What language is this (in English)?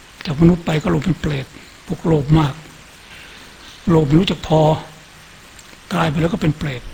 Thai